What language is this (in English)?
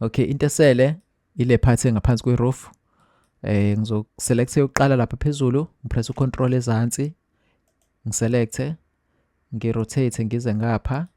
Zulu